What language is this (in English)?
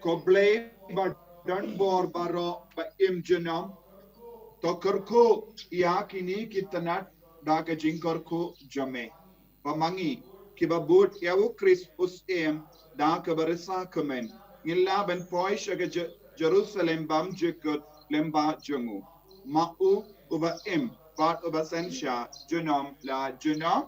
Khasi